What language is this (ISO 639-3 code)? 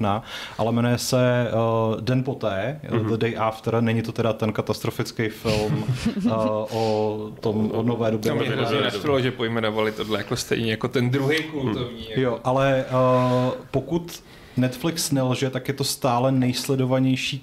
ces